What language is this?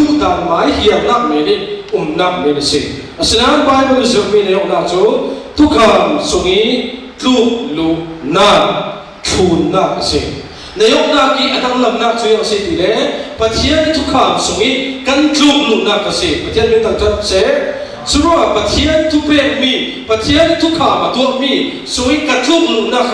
Falam Chin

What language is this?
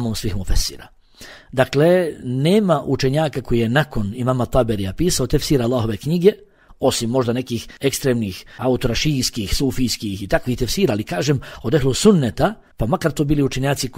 Bosnian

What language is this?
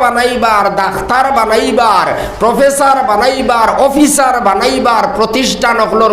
Sylheti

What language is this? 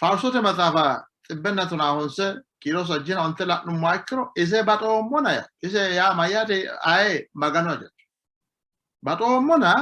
Sidamo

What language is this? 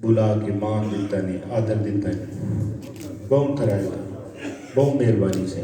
Saraiki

